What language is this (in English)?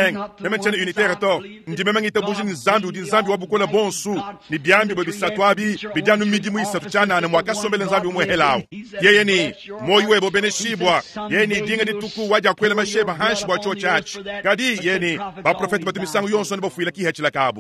Luba-Lulua